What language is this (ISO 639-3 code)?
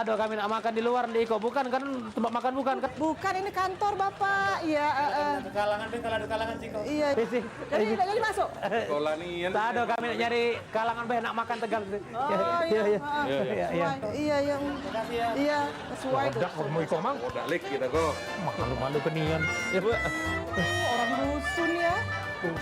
mui